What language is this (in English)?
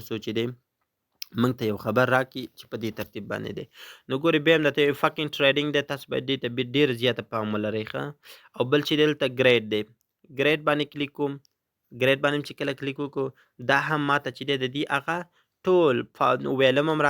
Pashto